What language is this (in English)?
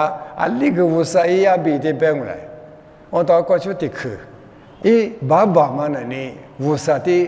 Lisu